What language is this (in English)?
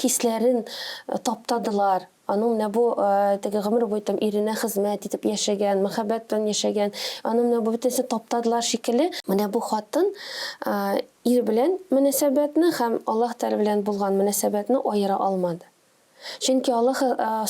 Tatar